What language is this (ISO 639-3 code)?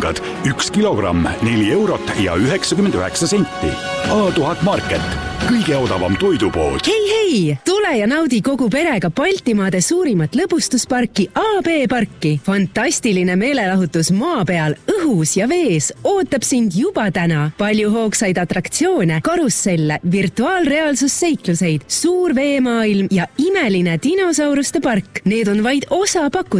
est